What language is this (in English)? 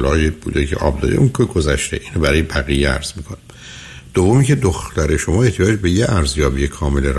Persian